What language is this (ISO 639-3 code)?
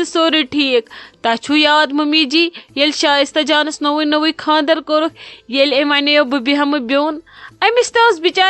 kas